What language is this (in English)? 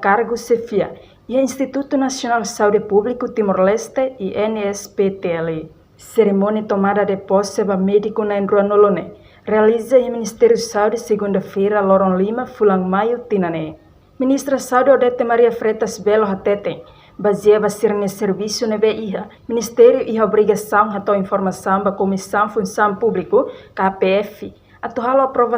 Tetum